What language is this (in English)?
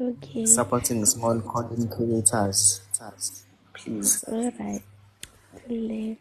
Zulu